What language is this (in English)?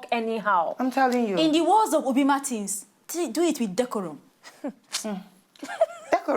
Nigerian Pidgin